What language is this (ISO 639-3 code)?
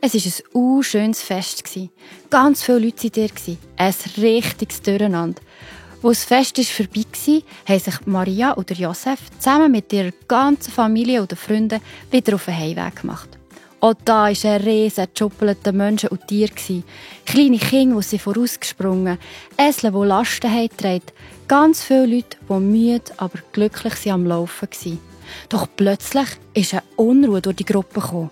gsw